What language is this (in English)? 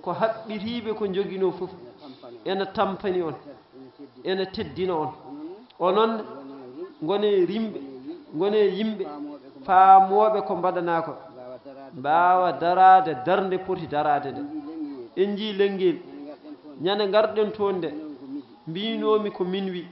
Fula